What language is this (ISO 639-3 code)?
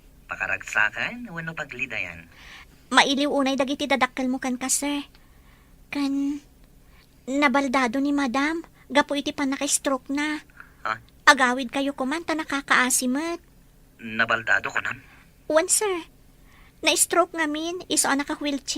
ilo